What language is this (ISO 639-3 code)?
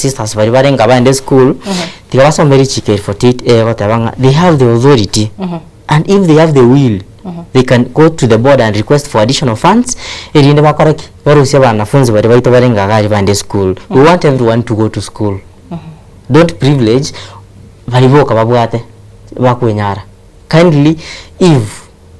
guz